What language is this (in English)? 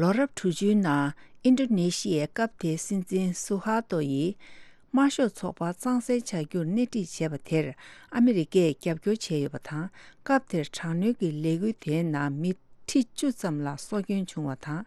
Tibetan